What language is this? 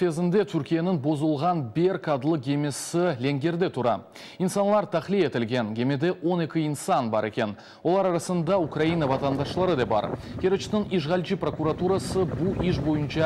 Crimean Tatar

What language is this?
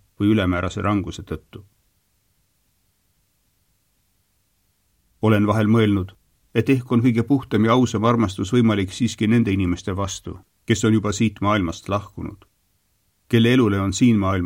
Estonian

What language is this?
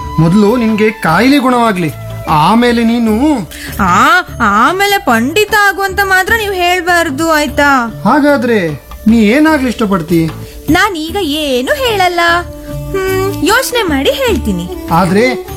Kannada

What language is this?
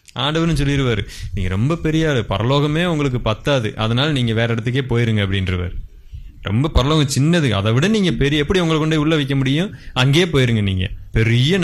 Tamil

